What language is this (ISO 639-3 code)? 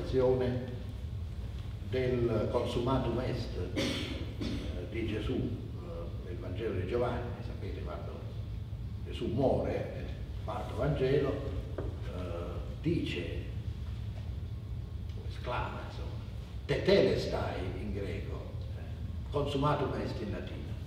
ita